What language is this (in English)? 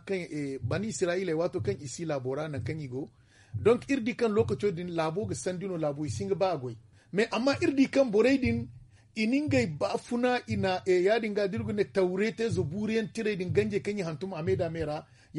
Zarma